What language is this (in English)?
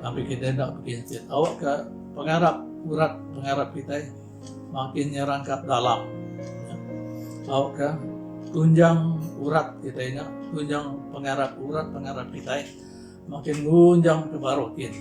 Iban